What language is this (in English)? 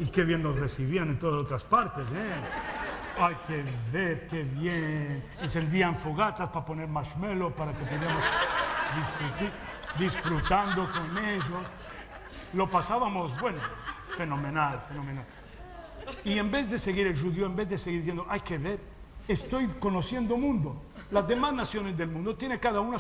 Ladino